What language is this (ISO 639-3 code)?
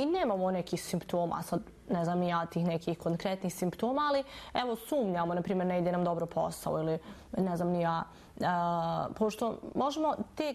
bos